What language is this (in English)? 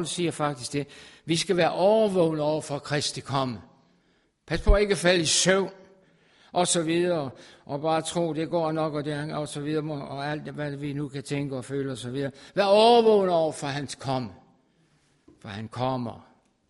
Danish